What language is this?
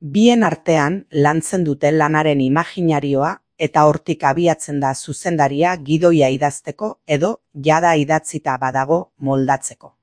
Basque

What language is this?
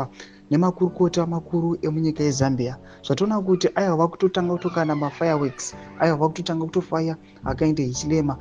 Shona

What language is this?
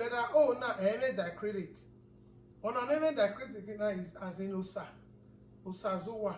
Bini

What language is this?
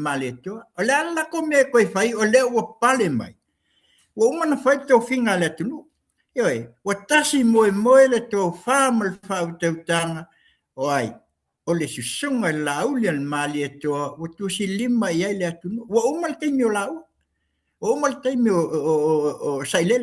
Samoan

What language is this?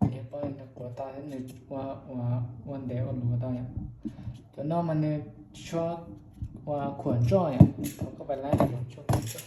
Hmong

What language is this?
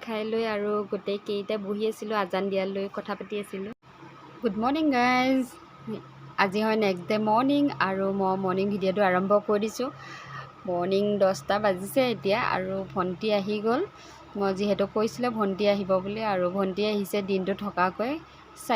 Assamese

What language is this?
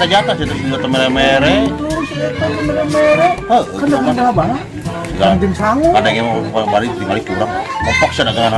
Sundanese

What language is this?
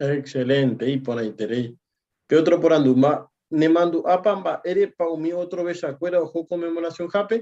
Guarani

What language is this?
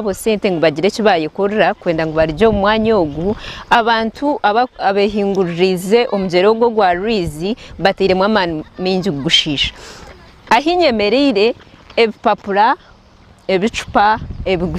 Nyankole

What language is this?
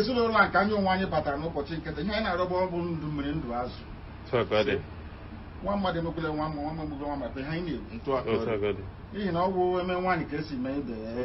Igbo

